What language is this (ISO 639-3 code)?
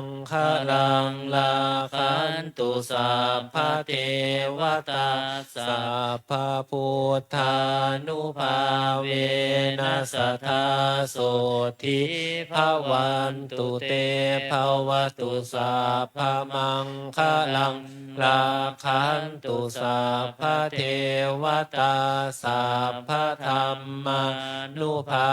pli